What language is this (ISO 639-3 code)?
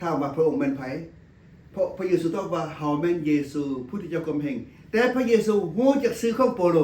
lao